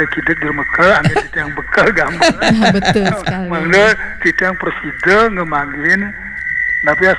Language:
Balinese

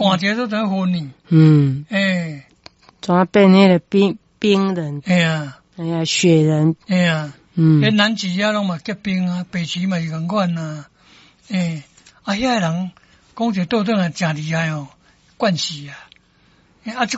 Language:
Min Nan Chinese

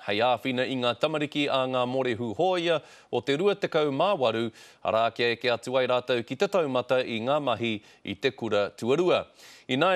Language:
Māori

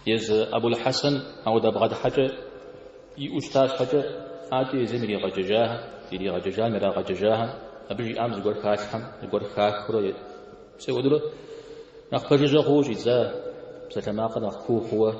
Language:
Kabardian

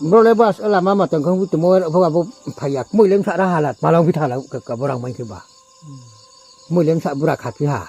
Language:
Riang (India)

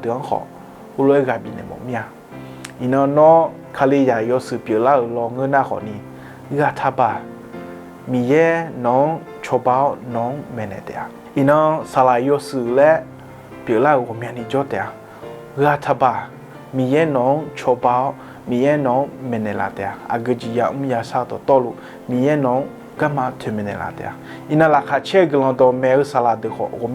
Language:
Akha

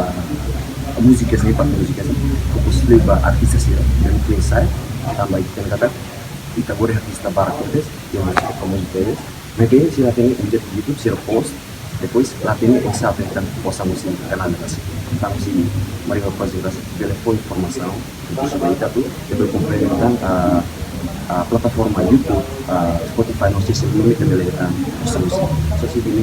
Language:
Tetum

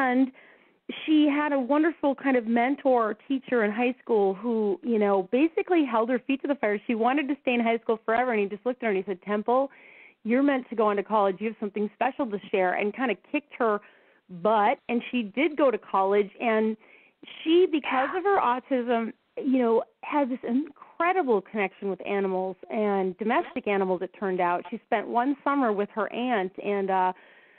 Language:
English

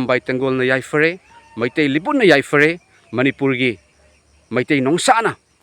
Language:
Manipuri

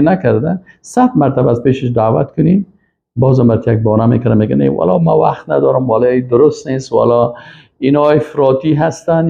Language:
Persian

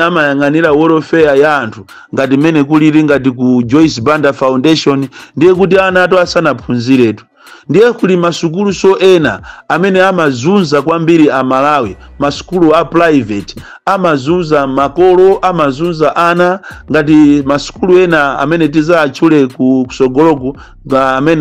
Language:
Nyanja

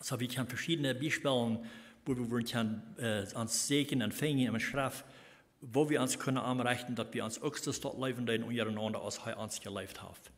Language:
Plautdietsch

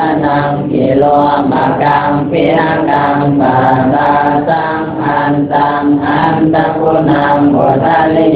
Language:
Pali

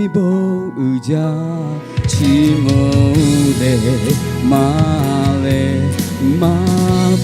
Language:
Lahu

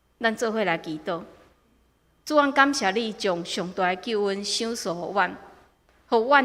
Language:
Min Nan Chinese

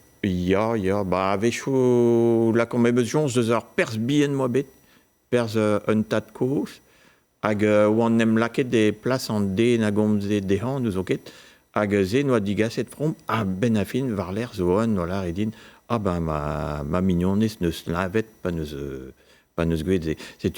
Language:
Breton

